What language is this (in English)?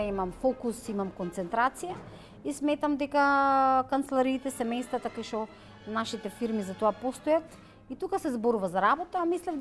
Macedonian